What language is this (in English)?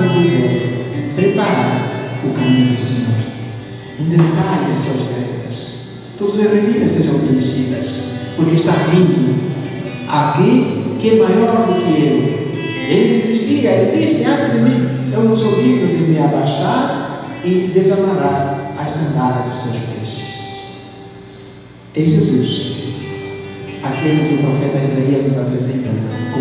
Portuguese